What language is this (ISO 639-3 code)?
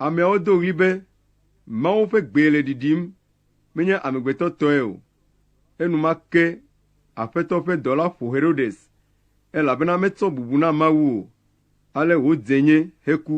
ewe